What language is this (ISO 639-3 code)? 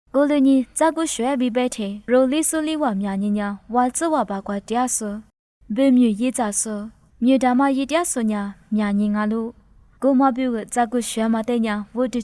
lis